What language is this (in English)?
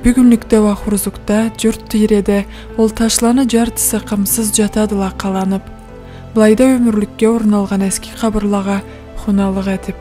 Karachay-Balkar